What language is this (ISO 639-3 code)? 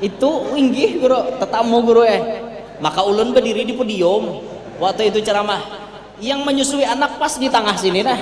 bjn